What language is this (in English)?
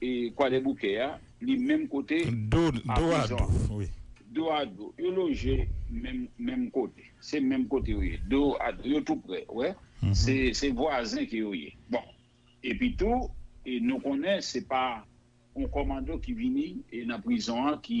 Haitian Creole